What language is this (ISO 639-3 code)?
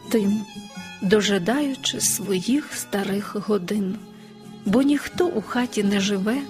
ukr